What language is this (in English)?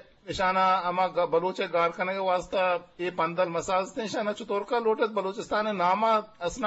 Eastern Balochi